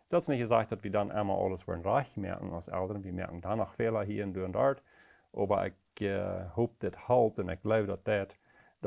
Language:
Plautdietsch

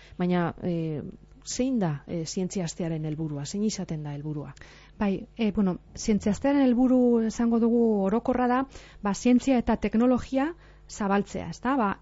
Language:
Basque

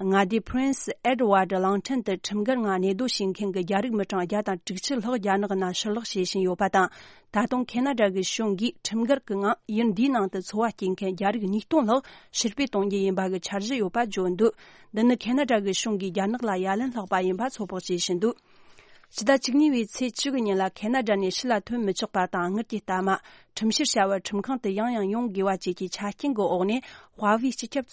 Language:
Tibetan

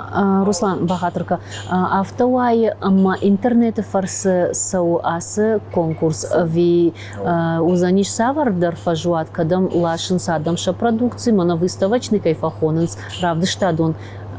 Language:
Ossetic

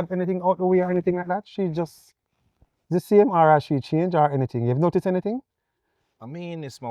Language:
Jamaican Creole English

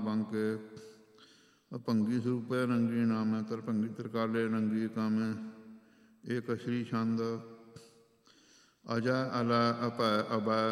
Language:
Punjabi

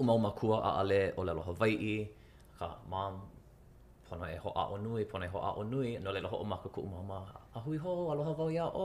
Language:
Hawaiian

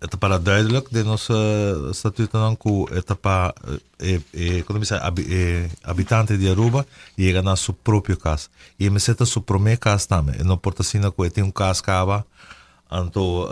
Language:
Papiamento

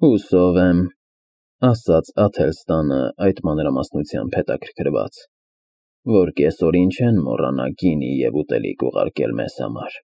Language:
Armenian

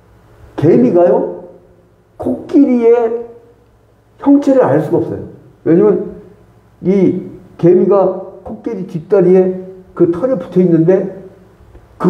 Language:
Korean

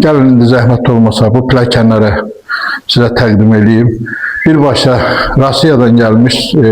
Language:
Azerbaijani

